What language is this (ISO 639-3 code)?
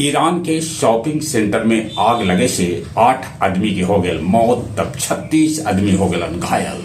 mag